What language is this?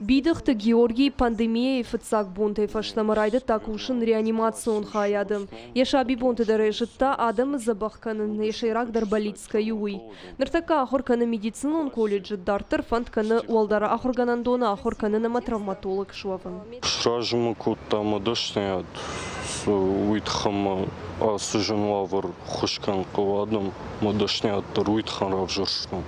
Ossetic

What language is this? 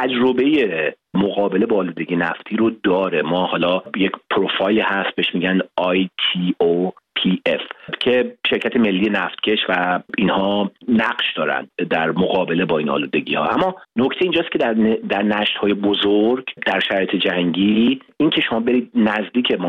Persian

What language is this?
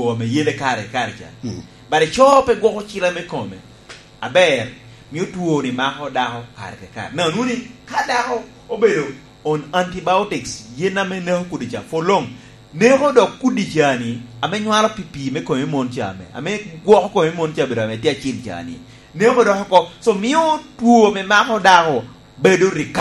Lango (Uganda)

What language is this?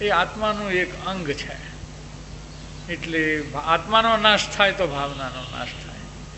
Gujarati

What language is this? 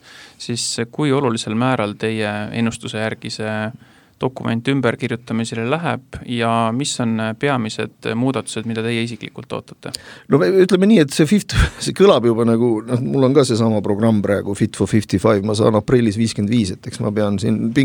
Estonian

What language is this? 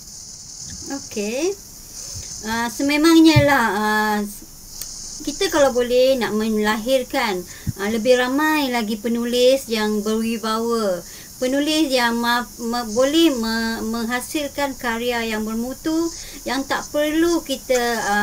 Malay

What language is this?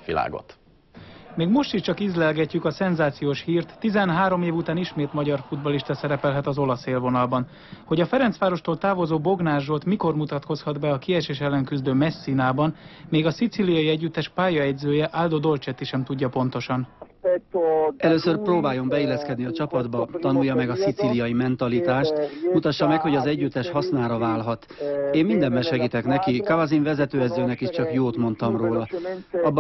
Hungarian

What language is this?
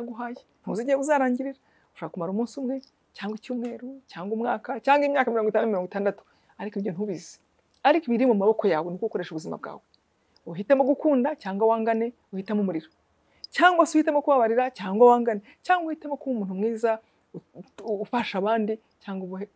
Kinyarwanda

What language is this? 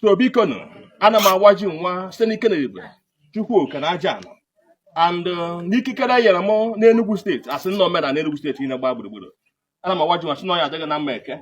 Igbo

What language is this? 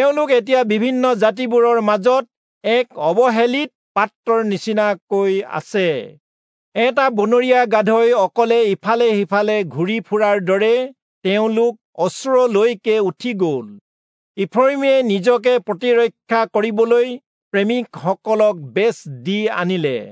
Assamese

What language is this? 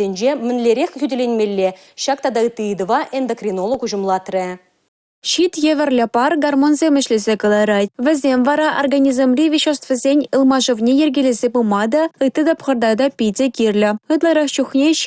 Chuvash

